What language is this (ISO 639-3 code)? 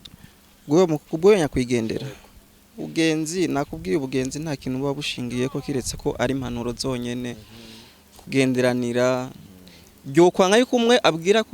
run